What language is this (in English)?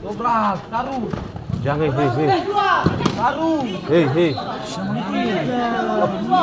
Ambonese Malay